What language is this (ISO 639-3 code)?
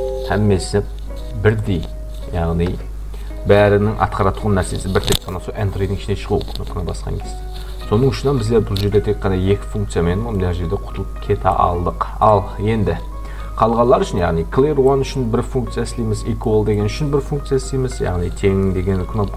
kaa